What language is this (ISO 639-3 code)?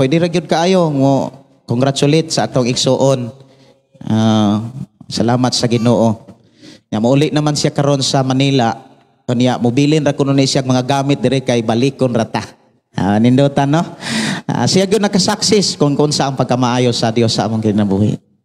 ceb